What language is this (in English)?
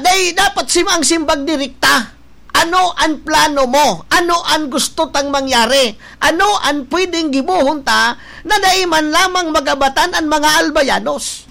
Bikol